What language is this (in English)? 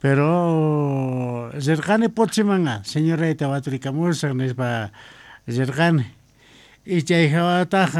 Quechua